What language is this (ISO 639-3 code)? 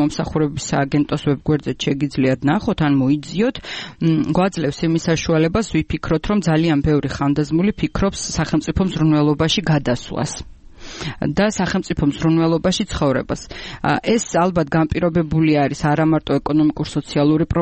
kat